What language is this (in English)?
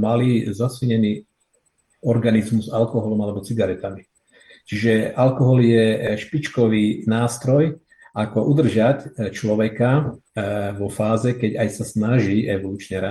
Slovak